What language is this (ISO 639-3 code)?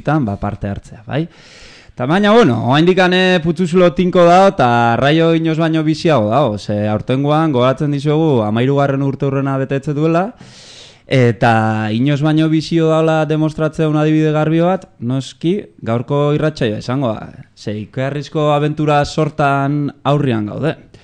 eus